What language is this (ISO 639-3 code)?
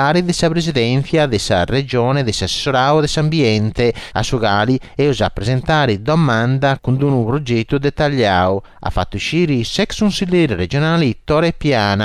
srd